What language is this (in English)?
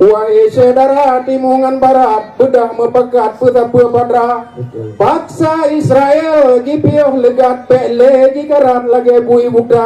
Achinese